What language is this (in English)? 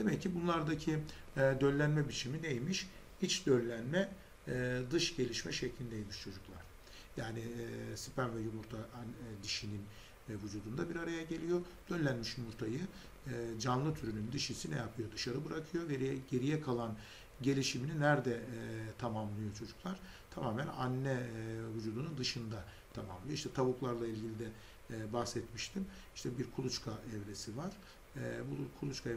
Turkish